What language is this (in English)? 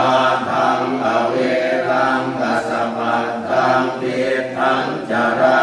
Pali